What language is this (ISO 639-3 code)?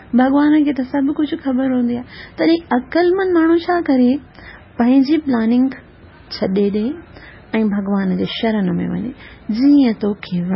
snd